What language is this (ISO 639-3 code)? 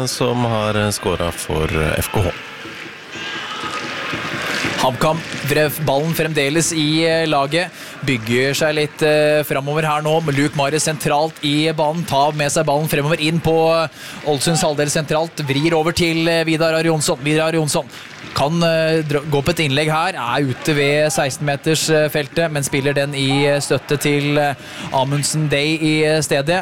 nor